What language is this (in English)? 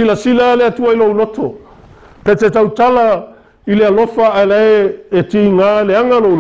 Samoan